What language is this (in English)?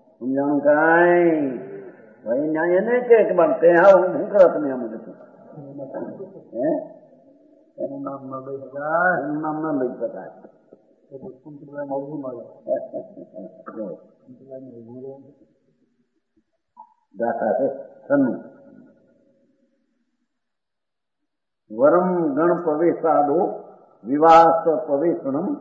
Gujarati